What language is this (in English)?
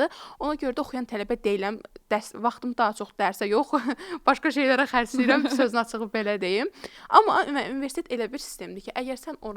Azerbaijani